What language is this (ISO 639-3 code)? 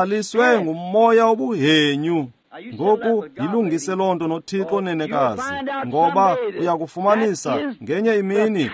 xho